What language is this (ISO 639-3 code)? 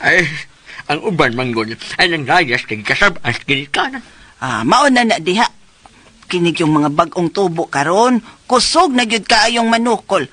ceb